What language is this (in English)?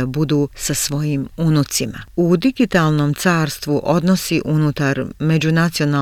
Croatian